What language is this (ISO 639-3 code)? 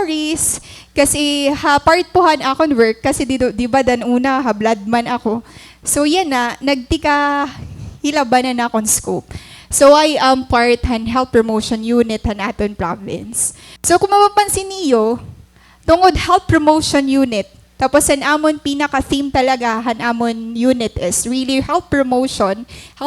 war